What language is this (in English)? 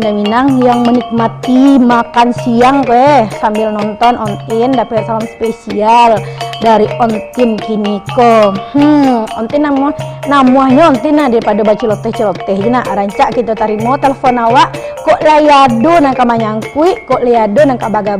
Minangkabau